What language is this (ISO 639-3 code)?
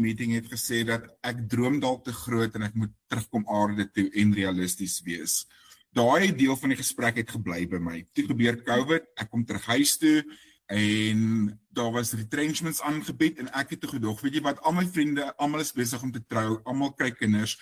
afr